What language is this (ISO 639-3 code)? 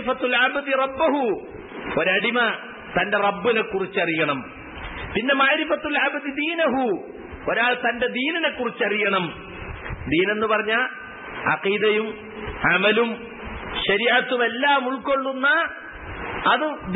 mal